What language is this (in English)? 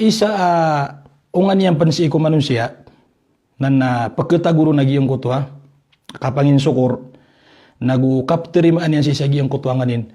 Maranao